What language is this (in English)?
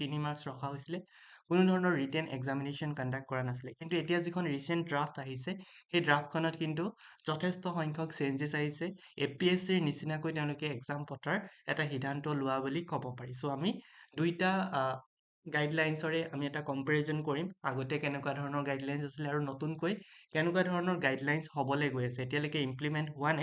Assamese